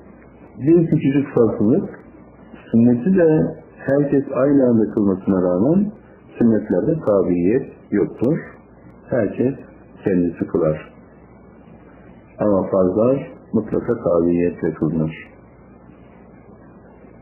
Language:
Turkish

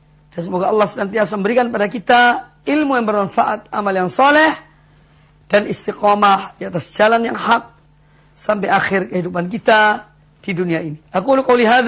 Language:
Indonesian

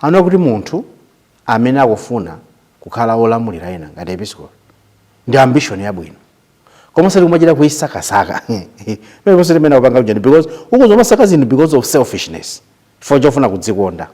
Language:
Nyanja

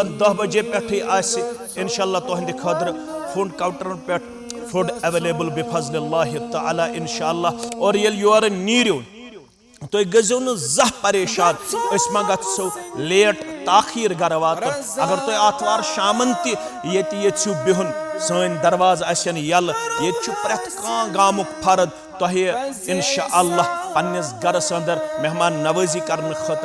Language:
Kashmiri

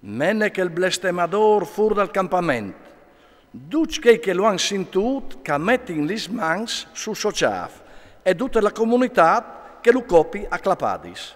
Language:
Friulian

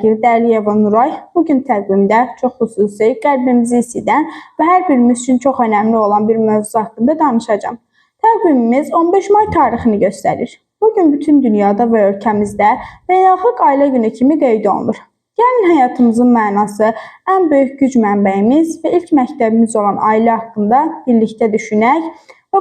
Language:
Azerbaijani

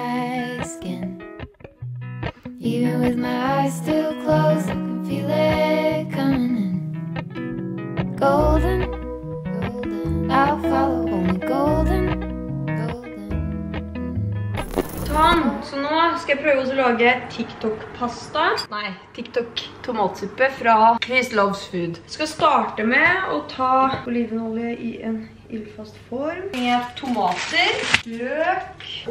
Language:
Norwegian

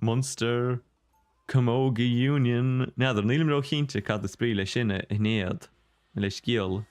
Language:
Irish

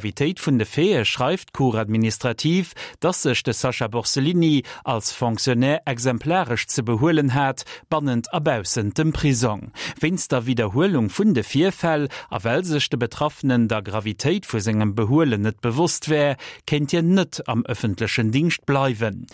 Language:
Luxembourgish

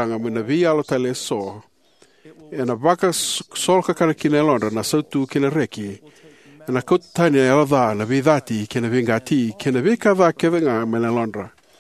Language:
Fijian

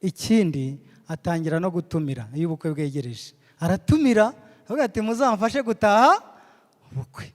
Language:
Kinyarwanda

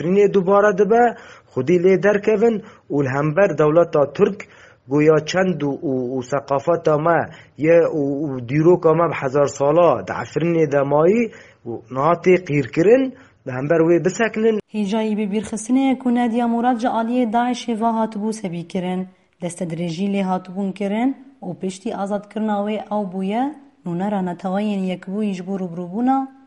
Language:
Kurdish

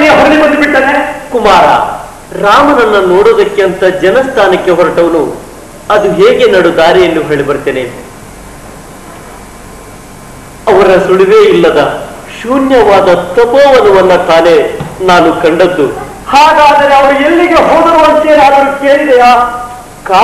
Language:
Kannada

